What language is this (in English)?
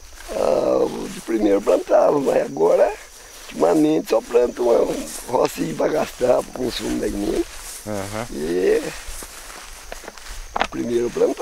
Portuguese